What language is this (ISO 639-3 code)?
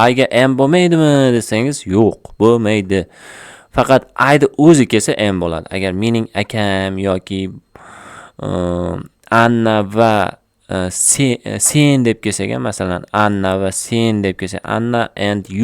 uzb